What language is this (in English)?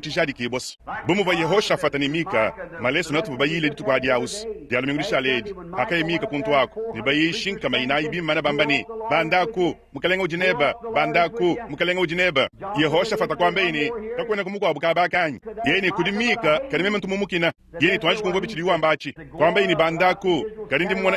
Luba-Lulua